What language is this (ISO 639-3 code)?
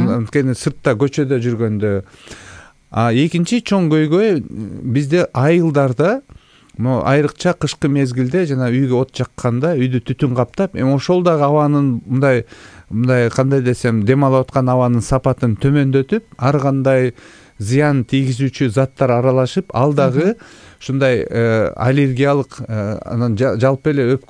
kir